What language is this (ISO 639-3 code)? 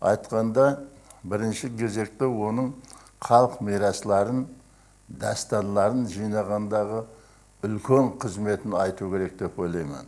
kaa